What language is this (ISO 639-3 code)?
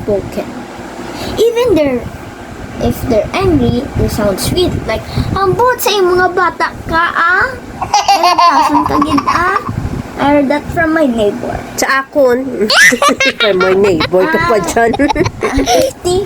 hil